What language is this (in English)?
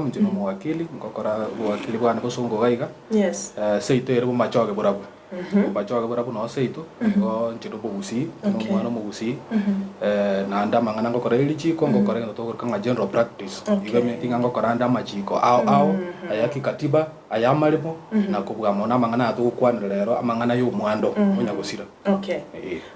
Gusii